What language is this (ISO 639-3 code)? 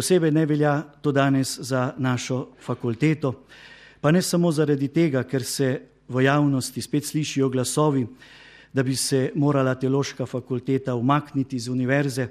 slv